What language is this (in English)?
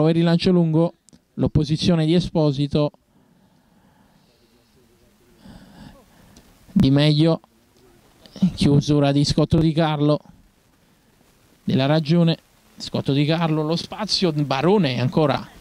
Italian